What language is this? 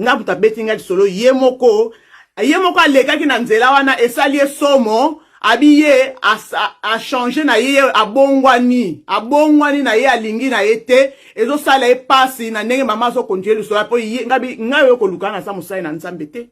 Lingala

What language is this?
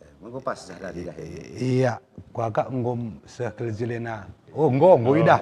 Batak Karo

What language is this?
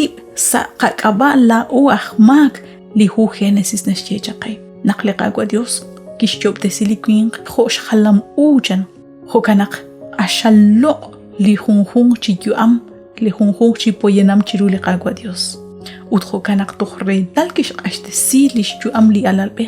Kekchí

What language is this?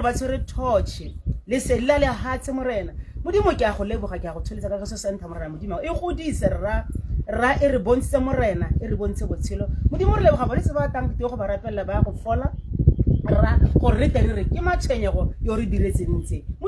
Tswana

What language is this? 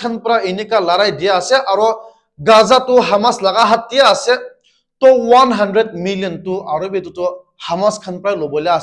Naga Pidgin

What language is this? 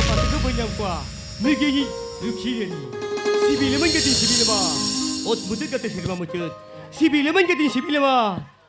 Santali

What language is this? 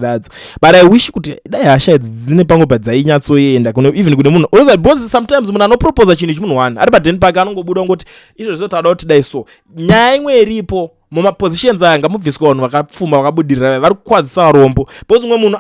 Shona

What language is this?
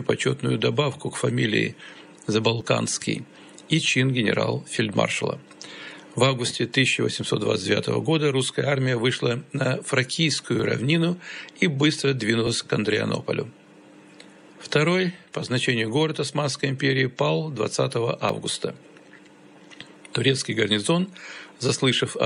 Russian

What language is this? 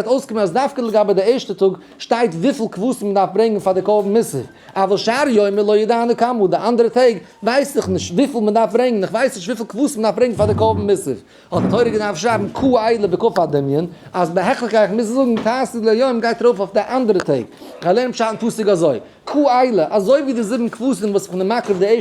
Yiddish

